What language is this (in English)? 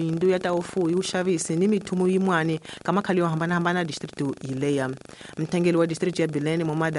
Tsonga